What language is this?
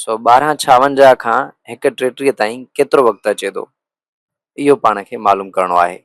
Sindhi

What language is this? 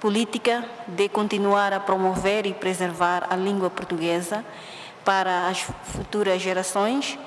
Tetum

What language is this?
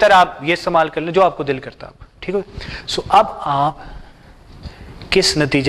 Hindi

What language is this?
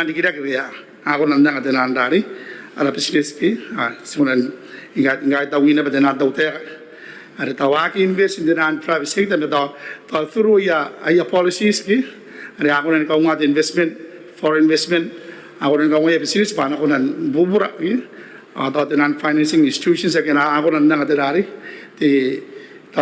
Gilbertese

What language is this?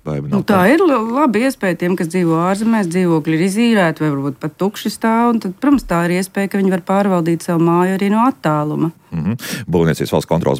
Latvian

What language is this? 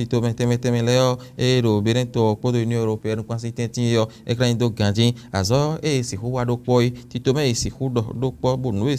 Fon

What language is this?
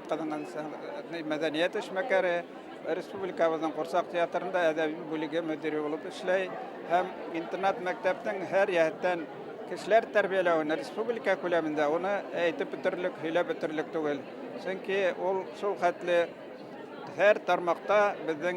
Bashkir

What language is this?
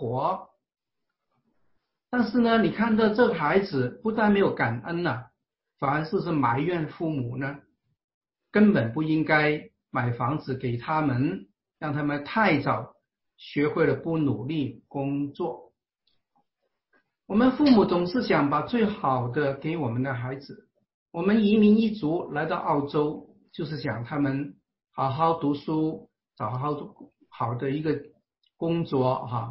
Chinese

